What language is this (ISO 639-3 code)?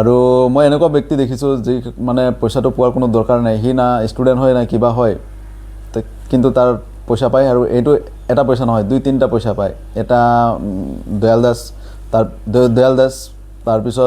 asm